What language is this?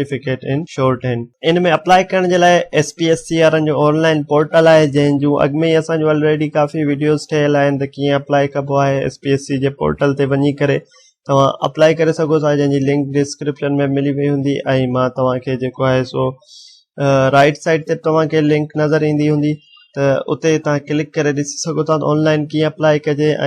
Sindhi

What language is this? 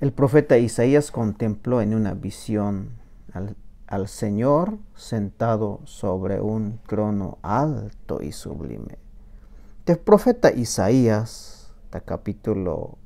Tzeltal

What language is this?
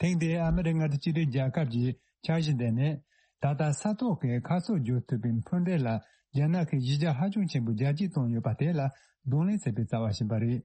Tibetan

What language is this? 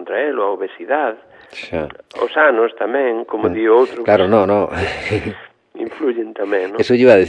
Galician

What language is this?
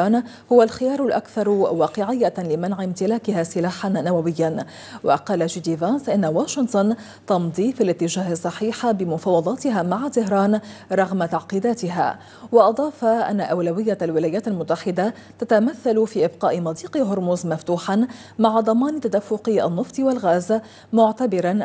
Arabic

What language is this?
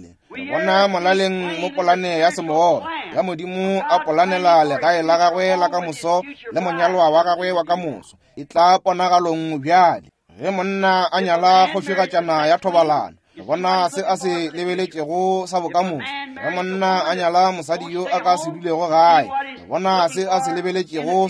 Northern Sotho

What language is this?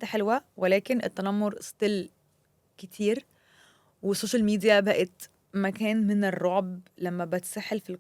Egyptian Arabic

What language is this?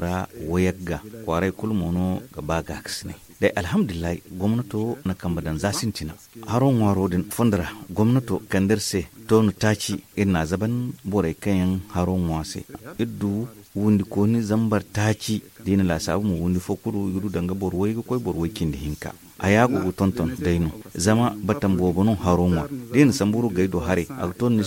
Zarma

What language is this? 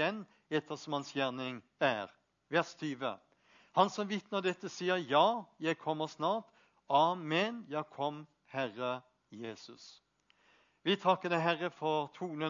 Norwegian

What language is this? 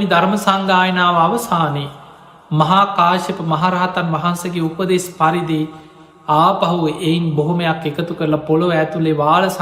Sinhala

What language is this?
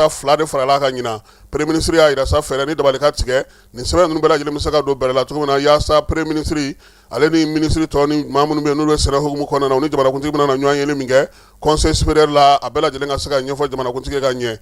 Bambara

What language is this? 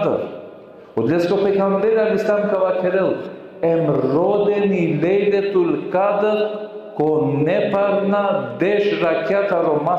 Balkan Romani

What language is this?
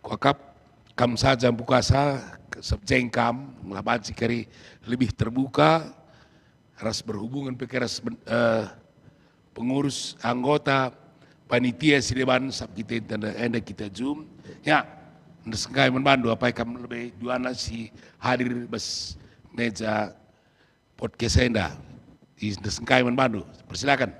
Batak Karo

